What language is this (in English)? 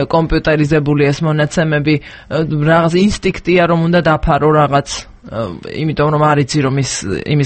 Georgian